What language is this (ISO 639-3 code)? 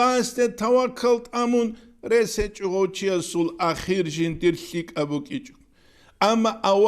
ava